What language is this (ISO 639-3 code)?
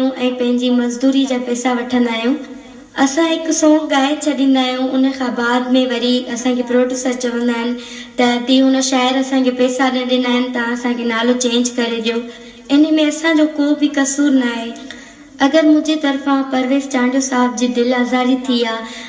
snd